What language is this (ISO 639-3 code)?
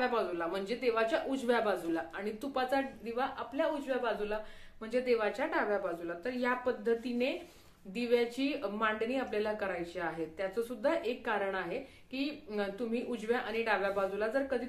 mar